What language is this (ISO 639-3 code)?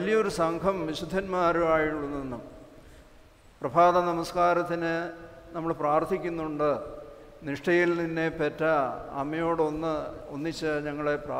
mal